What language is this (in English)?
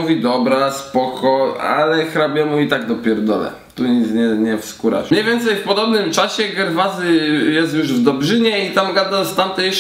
Polish